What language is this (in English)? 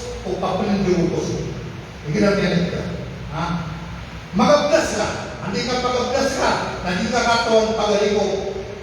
Maranao